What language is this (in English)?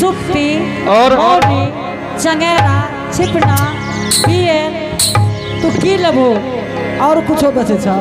Angika